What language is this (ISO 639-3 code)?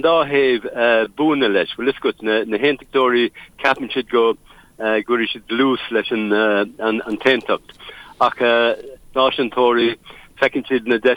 gle